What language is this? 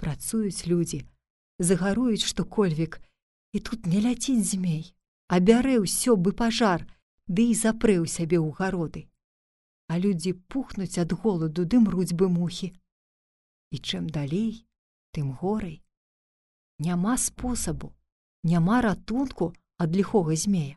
Belarusian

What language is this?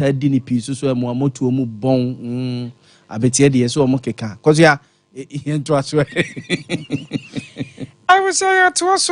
Akan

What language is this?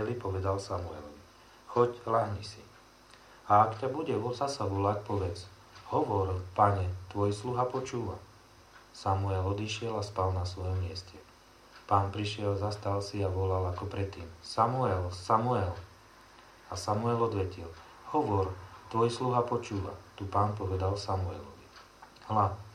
Slovak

